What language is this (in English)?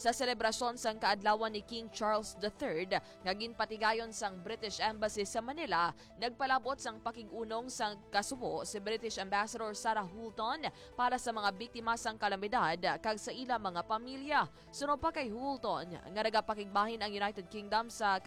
Hiligaynon